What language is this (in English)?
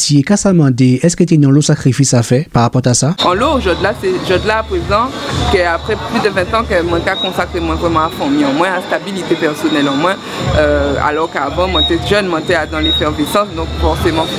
Guadeloupean Creole French